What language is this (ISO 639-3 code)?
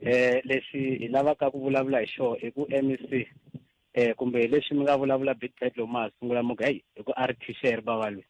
tso